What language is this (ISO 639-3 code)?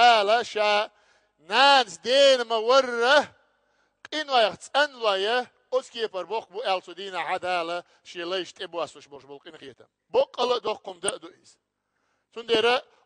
che